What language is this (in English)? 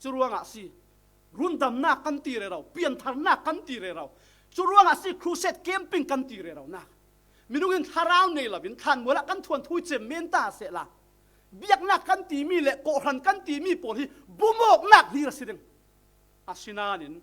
Falam Chin